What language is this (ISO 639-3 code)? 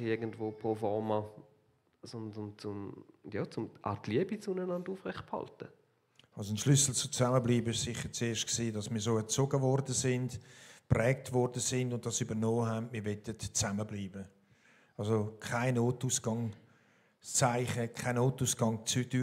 gsw